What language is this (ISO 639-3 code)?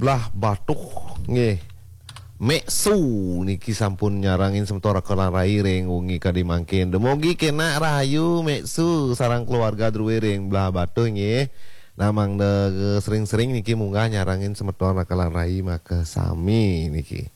ban